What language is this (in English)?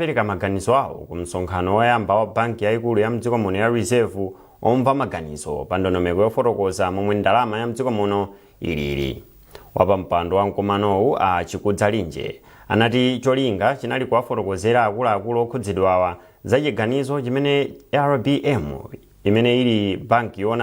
Nyanja